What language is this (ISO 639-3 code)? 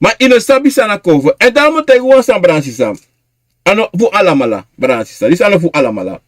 srn